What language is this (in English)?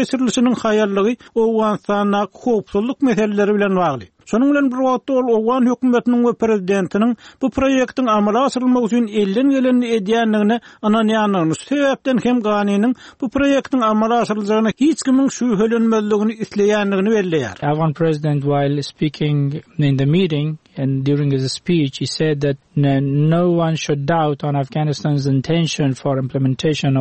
Turkmen